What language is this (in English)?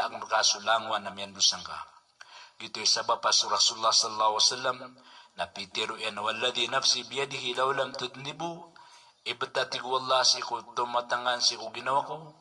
Maranao